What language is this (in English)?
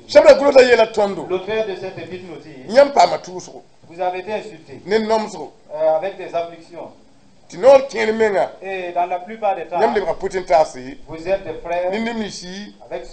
Mossi